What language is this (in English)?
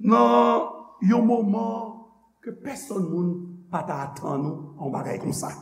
Haitian Creole